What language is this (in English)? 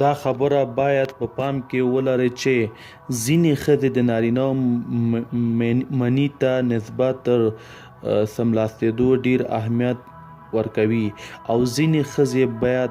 Pashto